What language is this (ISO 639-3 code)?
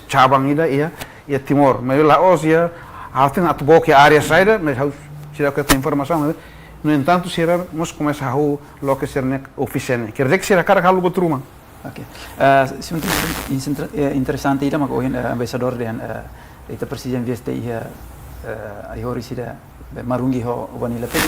tet